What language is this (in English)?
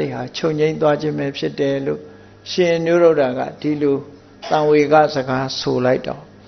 Burmese